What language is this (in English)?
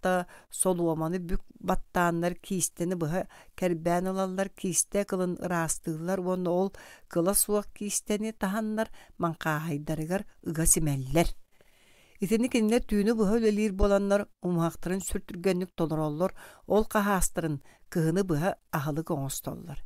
Yakut